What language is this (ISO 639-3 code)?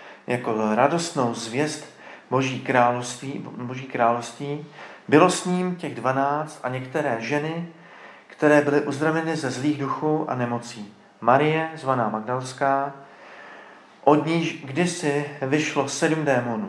ces